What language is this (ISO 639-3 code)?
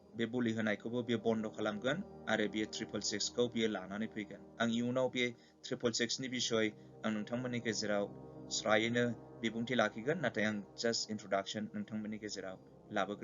brx